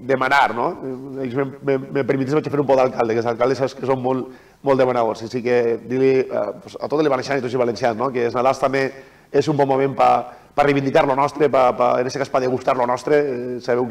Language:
Catalan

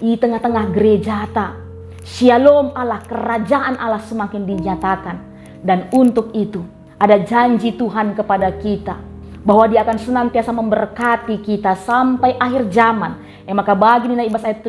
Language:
Batak Karo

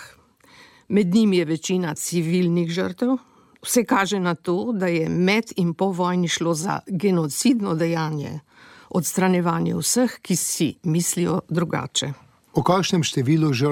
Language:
Slovenian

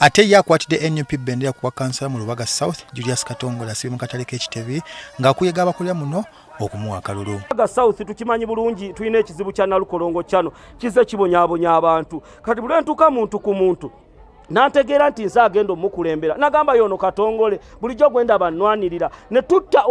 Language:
Ganda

